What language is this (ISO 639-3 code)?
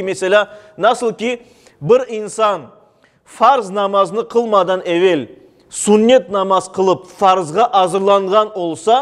crh